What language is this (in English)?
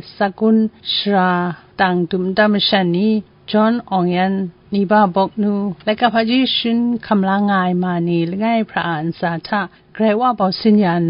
Kachin